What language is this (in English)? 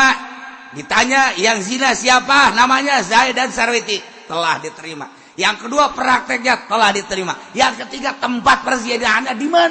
Sundanese